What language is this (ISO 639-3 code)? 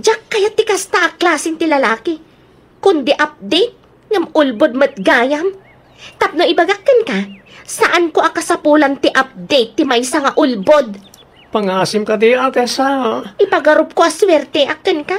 ilo